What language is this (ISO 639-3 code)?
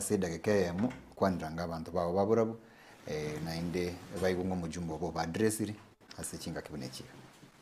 guz